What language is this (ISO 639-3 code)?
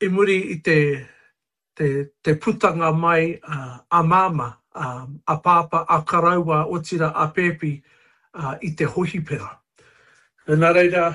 mri